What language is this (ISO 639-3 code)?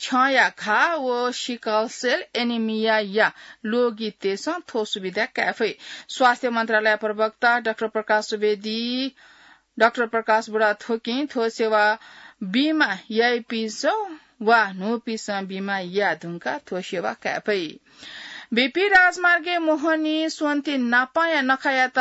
new